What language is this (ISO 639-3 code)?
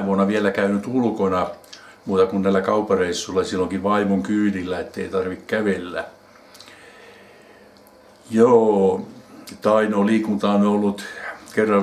fin